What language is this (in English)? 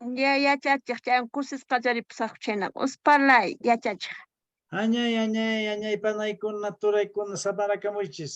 Quechua